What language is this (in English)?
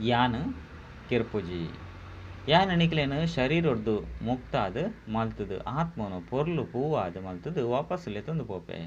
Tulu